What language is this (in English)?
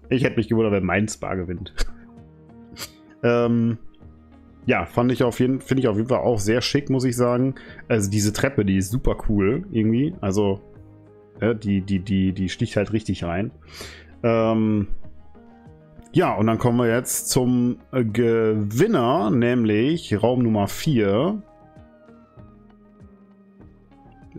German